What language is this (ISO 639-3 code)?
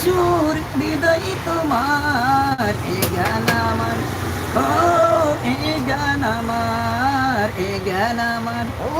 syl